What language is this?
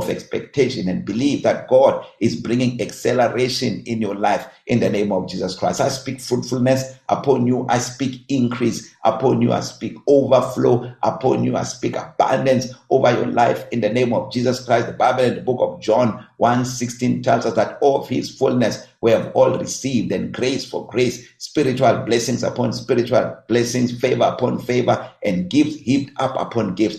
English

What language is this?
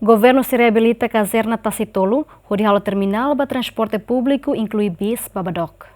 Tetum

